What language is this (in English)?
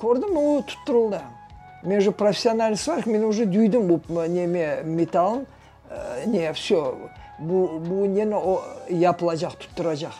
Crimean Tatar